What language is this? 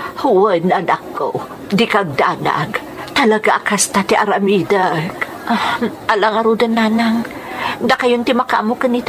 Iloko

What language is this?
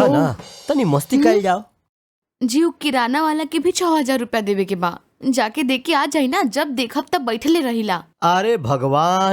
Bhojpuri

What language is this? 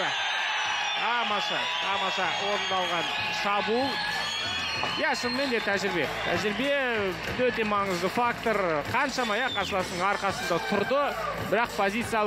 Kazakh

